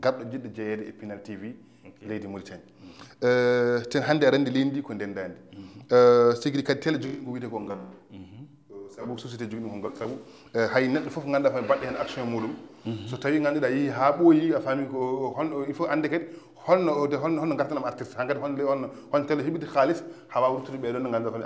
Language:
Fula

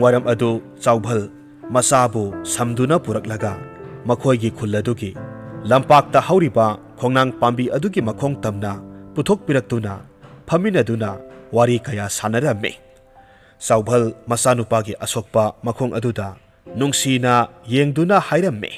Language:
Manipuri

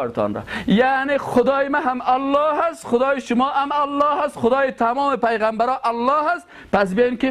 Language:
Persian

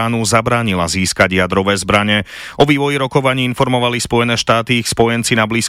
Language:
Slovak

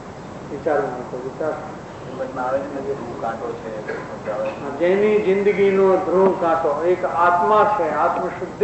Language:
Gujarati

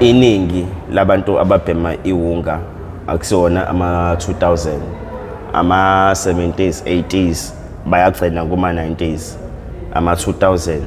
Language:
Zulu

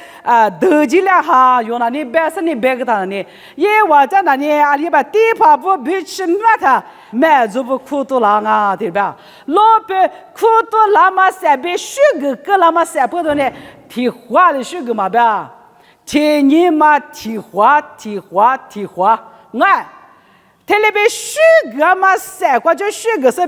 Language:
Lisu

